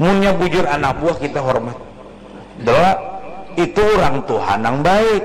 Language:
Banjar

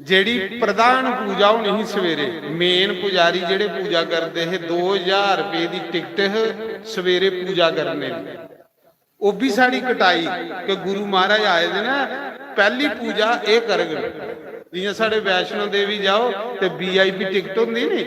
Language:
Dogri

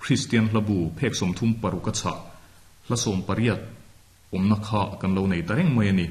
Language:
Mizo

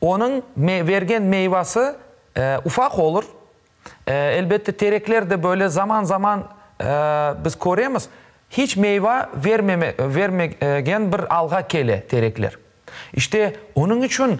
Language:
Crimean Tatar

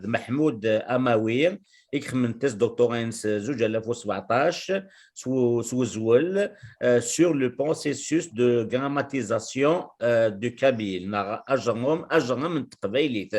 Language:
Kabyle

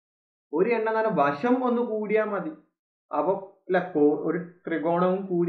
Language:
Malayalam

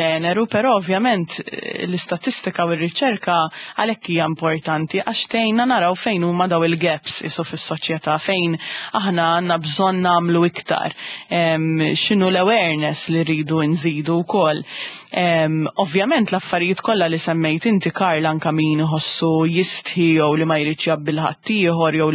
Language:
Maltese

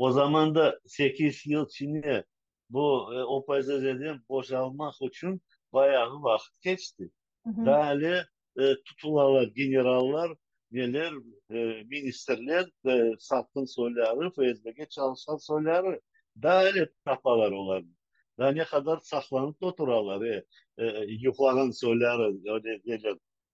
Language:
Crimean Tatar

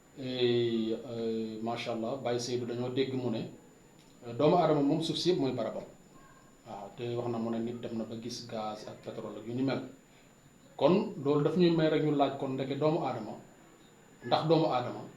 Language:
Wolof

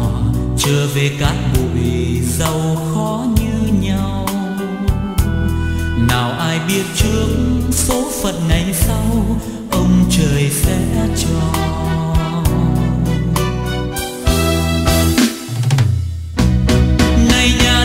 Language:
Vietnamese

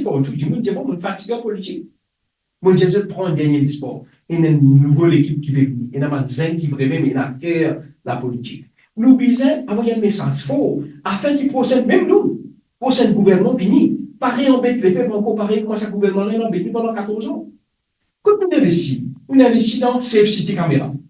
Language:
Morisyen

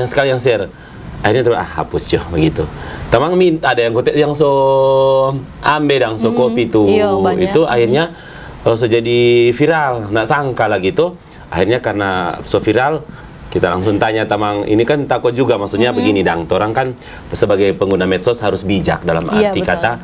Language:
Manado Malay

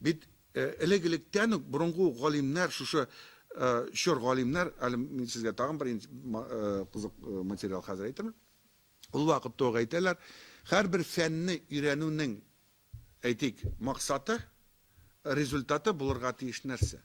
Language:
Tatar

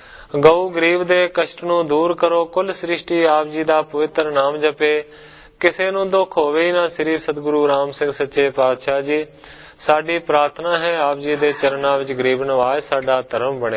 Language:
Punjabi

